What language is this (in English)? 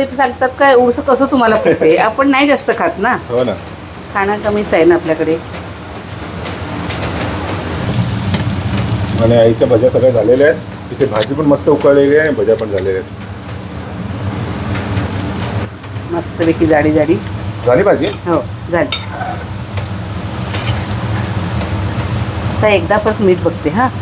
Marathi